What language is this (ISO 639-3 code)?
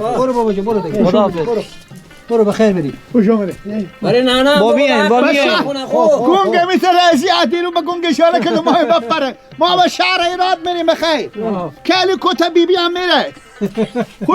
fas